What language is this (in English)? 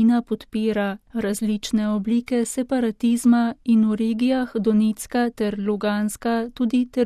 Slovenian